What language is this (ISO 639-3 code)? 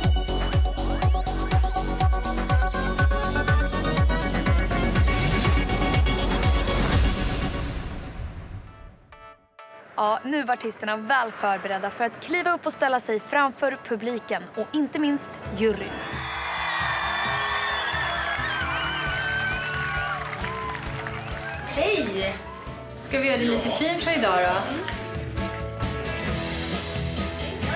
swe